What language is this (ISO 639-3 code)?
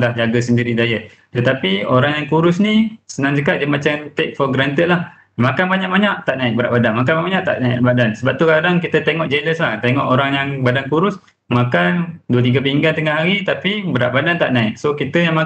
msa